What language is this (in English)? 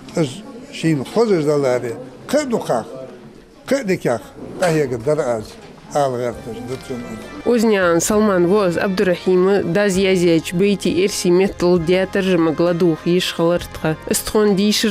Ingush